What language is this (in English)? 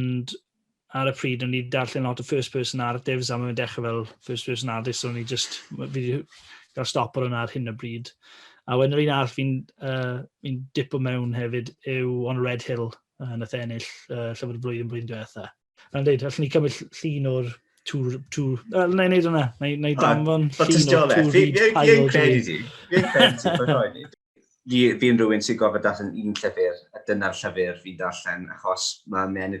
Welsh